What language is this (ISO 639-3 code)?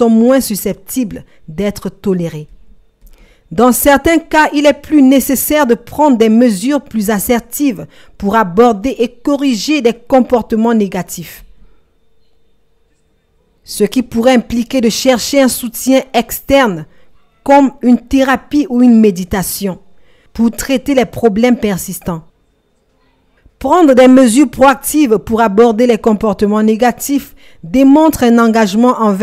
fra